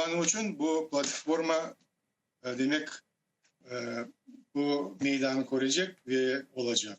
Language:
Crimean Tatar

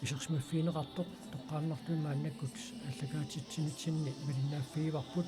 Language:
Kalaallisut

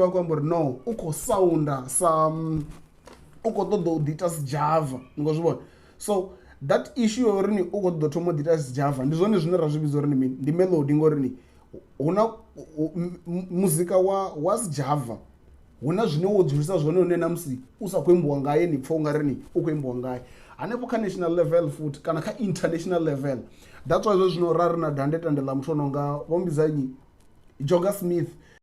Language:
Venda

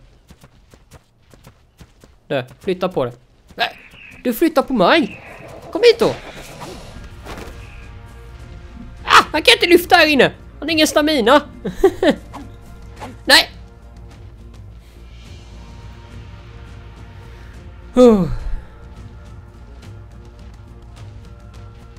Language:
Swedish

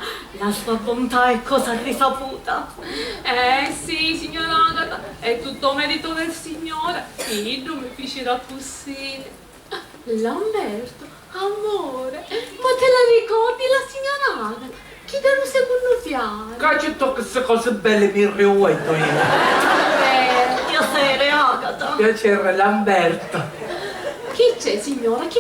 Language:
Sicilian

